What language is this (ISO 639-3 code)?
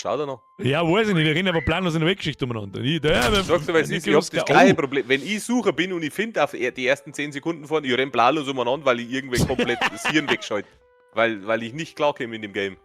bar